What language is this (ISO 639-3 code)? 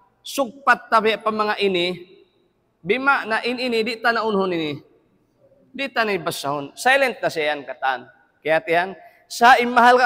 tsg